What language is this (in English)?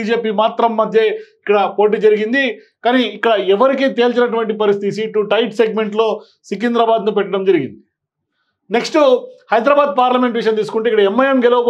Telugu